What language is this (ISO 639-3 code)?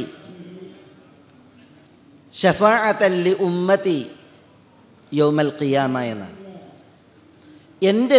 mal